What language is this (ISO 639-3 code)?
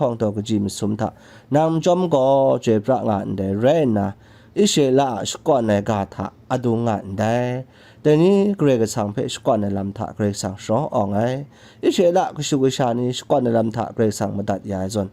kac